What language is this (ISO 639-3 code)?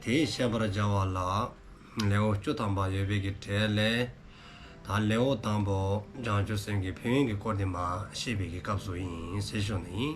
dzo